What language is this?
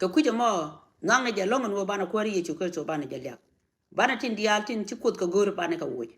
Nuer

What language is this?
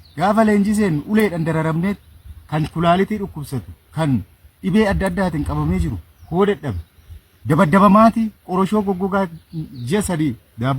Oromo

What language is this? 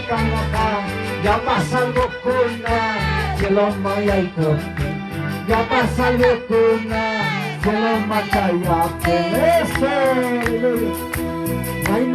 Ayacucho Quechua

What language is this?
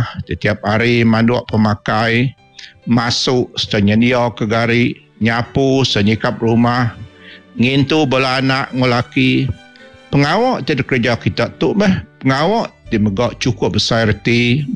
Iban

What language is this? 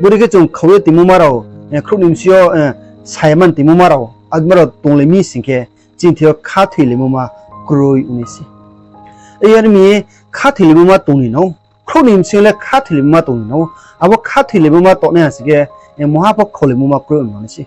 Riang (India)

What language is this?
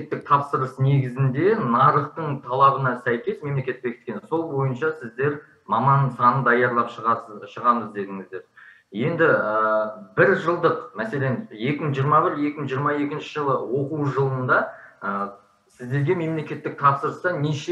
Kazakh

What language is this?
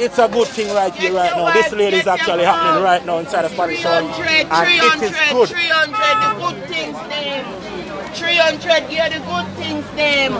Jamaican Creole English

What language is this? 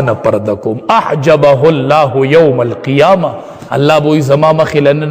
Pashto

